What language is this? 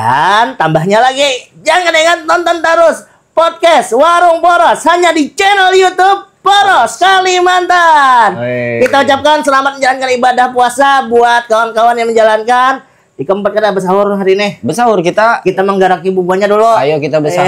Banjar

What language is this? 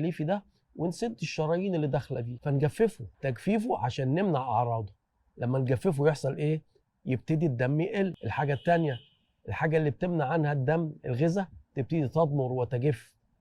Egyptian Arabic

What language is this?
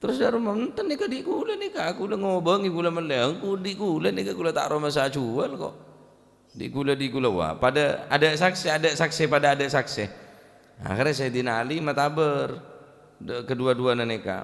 Madurese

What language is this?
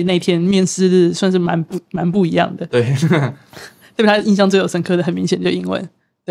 Chinese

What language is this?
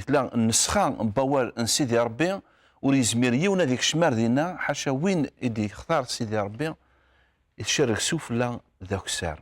Kabyle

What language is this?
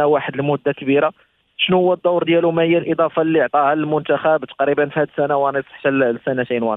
Moroccan Arabic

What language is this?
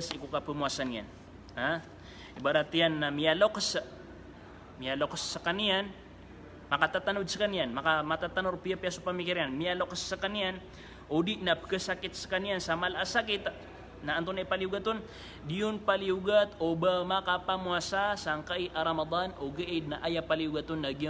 Maranao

